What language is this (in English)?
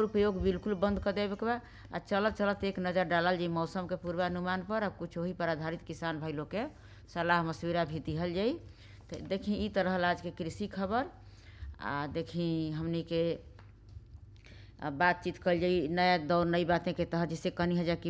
Bhojpuri